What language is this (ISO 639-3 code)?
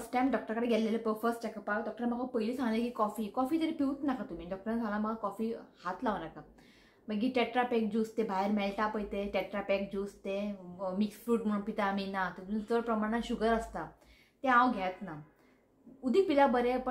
kok